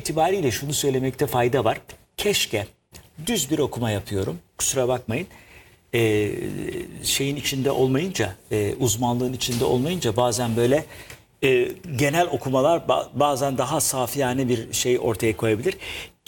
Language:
Turkish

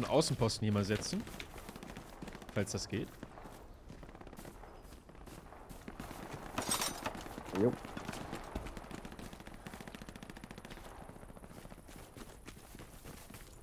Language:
German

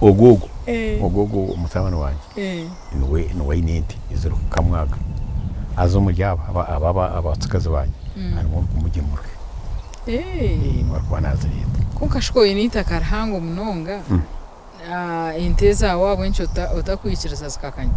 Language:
Nyankole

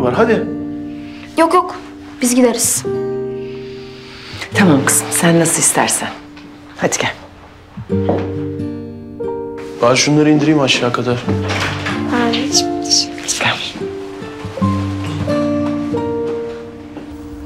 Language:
Turkish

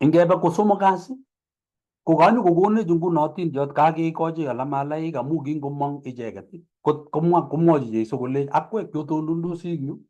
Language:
Kalenjin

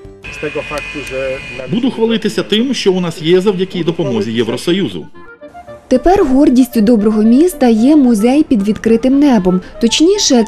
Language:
Ukrainian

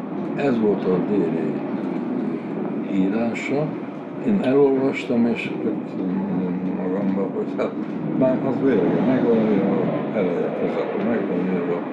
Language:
Hungarian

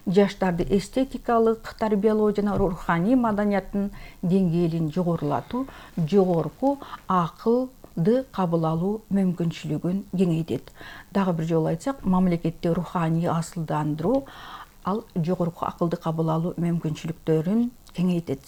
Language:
Kyrgyz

